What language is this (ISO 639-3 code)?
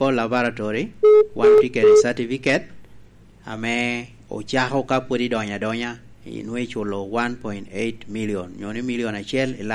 laj